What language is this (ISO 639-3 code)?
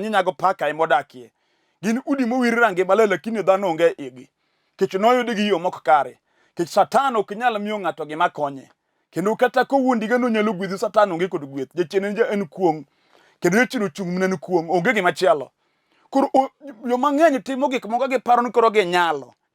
luo